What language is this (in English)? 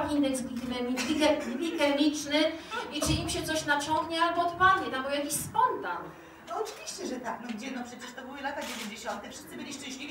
Polish